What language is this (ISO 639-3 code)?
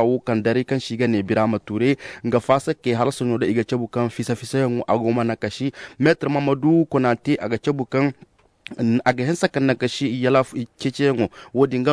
dje